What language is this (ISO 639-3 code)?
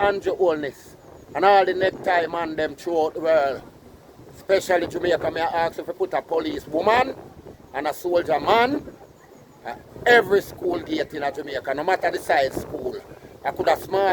jam